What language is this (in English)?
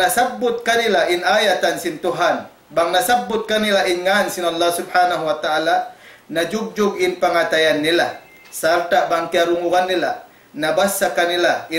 Tausug